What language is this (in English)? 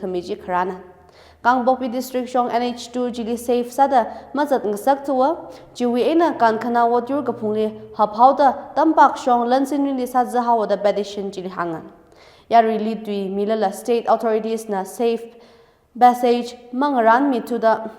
Tangkhul Naga (India)